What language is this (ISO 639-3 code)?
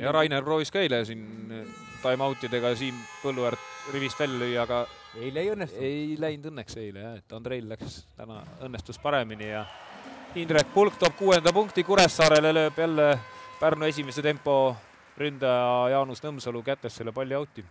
est